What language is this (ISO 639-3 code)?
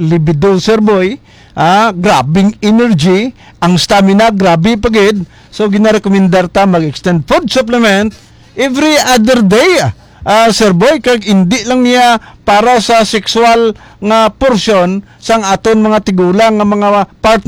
hil